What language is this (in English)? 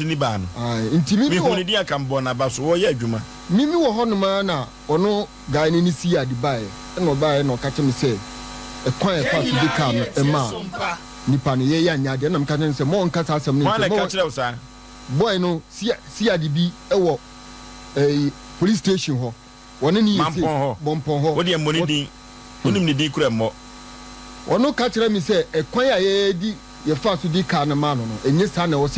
Akan